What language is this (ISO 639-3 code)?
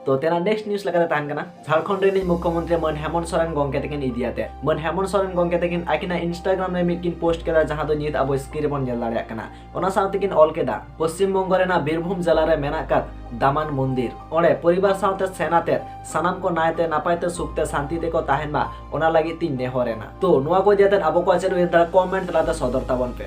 sat